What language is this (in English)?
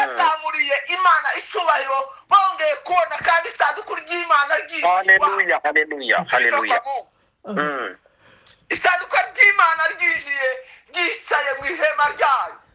Kinyarwanda